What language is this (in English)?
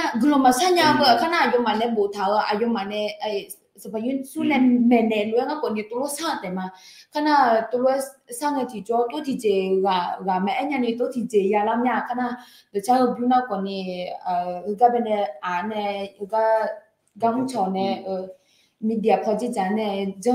Akha